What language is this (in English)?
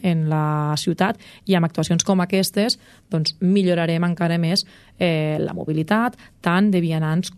Catalan